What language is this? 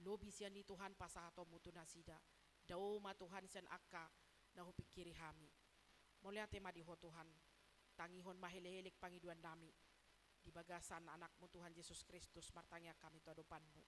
Batak Toba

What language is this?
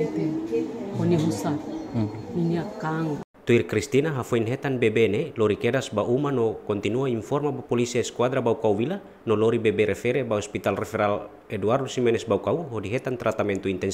Tetum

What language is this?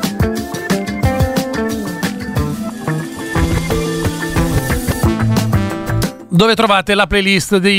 Italian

